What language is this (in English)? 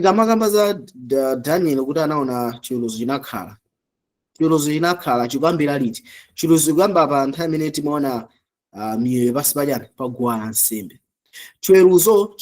Nyanja